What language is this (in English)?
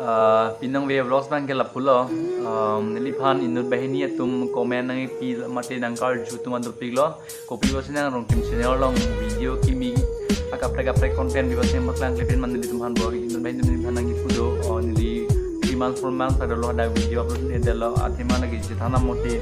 Karbi